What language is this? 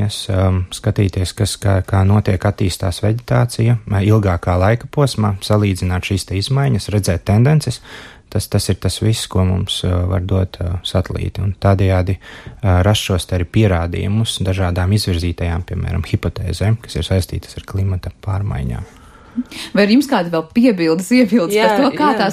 Latvian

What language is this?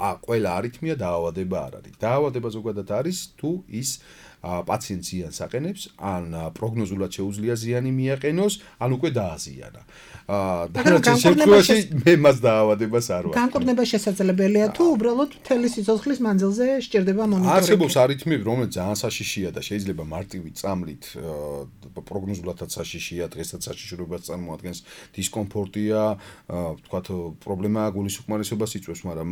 Georgian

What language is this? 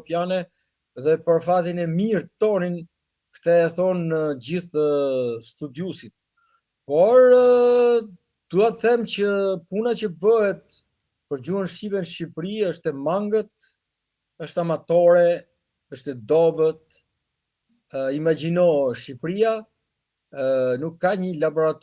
Albanian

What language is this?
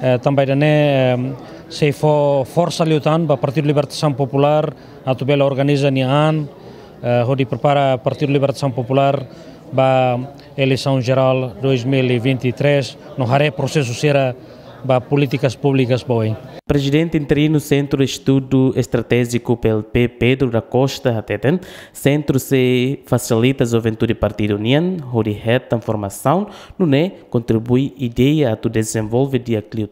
Tetum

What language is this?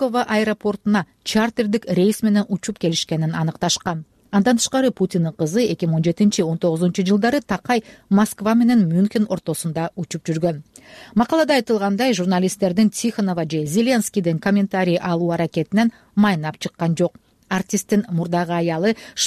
Kyrgyz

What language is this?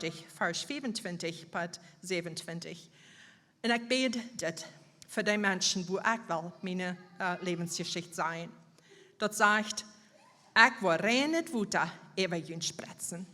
Plautdietsch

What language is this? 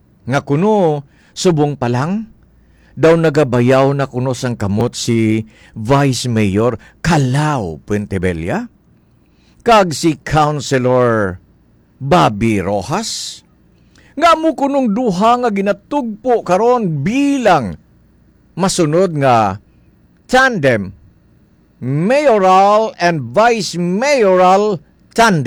Hiligaynon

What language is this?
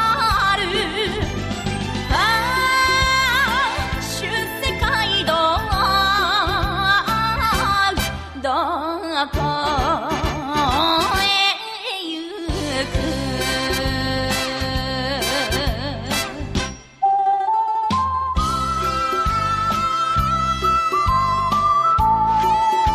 Japanese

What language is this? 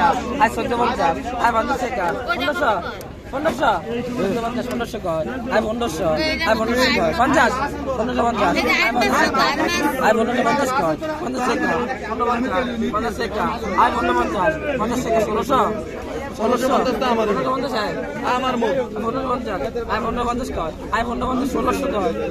Bangla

